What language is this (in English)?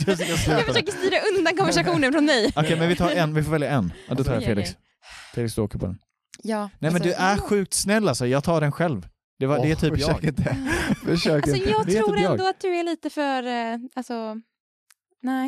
Swedish